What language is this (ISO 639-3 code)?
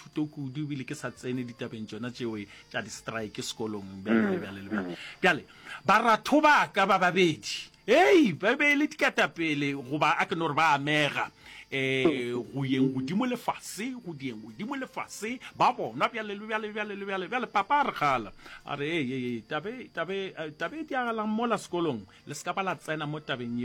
nso